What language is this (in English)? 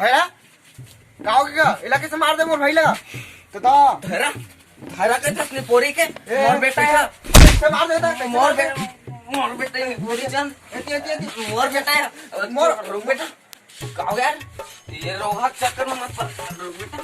Chhattisgarhi